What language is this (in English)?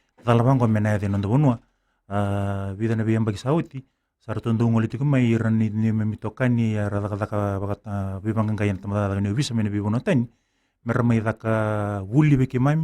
Fijian